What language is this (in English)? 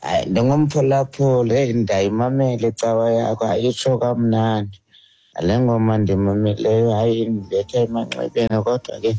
Xhosa